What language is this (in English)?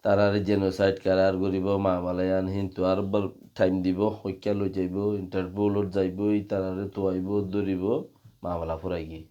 Rohingya